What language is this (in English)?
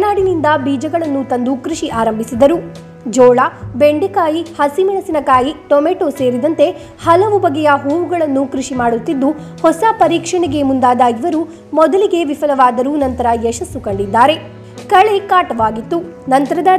Kannada